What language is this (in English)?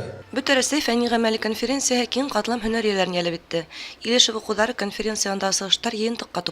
Bashkir